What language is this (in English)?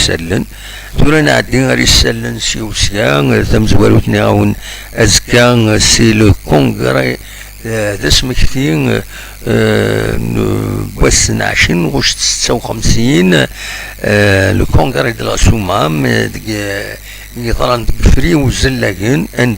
Kabyle